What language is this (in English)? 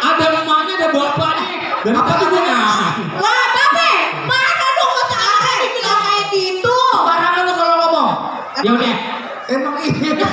Betawi